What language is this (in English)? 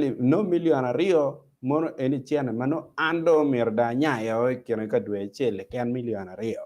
Acoli